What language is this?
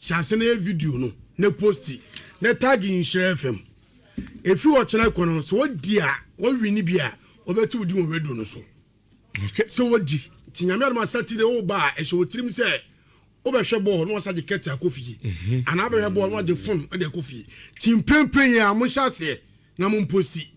Akan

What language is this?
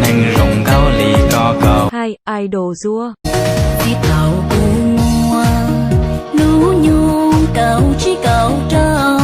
Hmong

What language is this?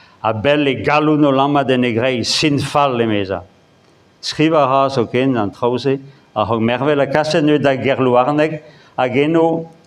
Breton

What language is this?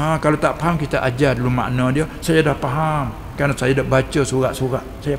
Malay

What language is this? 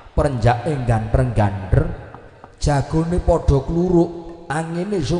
Javanese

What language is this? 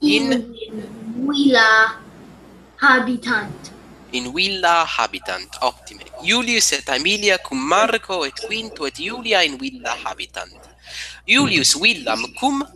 Latin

